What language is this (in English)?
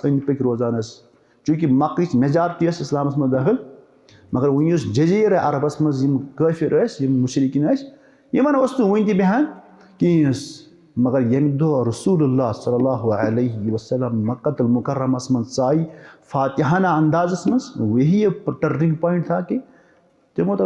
Kashmiri